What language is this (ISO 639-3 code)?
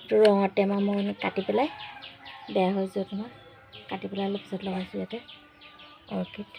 asm